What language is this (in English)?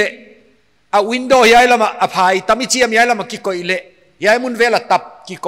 Paite Chin